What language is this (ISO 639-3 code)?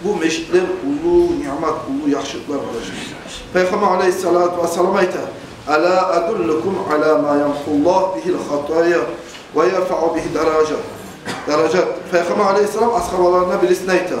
kum